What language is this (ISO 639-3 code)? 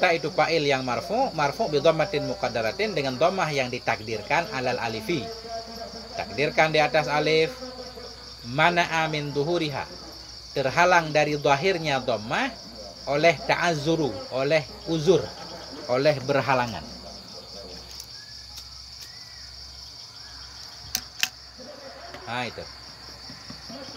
ind